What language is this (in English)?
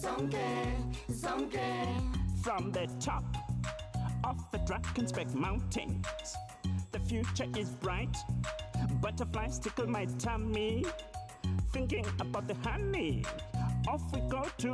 Northern Sotho